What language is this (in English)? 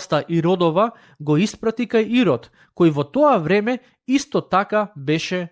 Macedonian